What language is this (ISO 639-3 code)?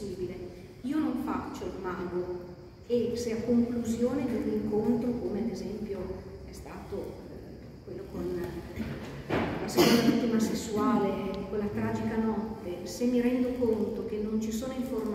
ita